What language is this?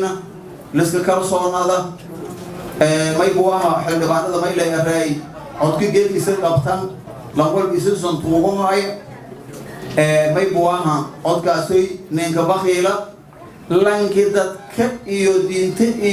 Somali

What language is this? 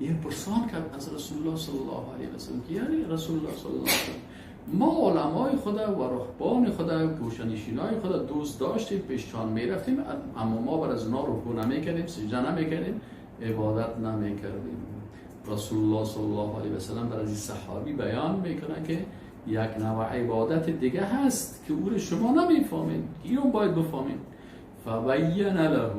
Persian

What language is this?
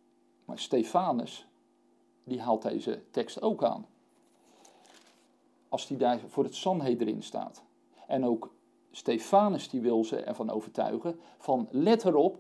Dutch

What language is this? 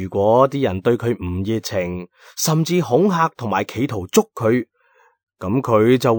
Cantonese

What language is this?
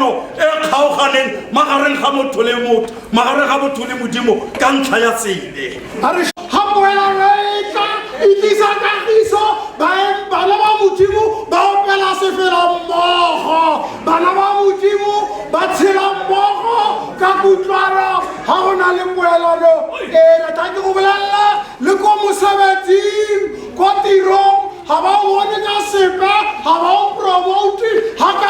Tswana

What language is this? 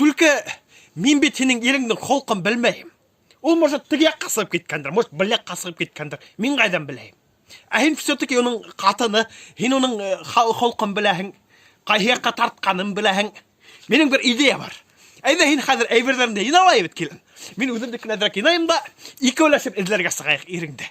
Bashkir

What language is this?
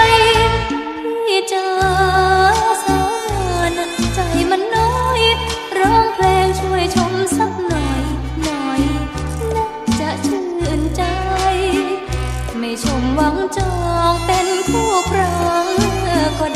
Thai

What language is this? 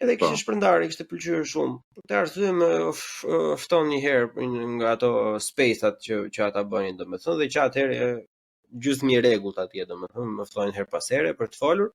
Albanian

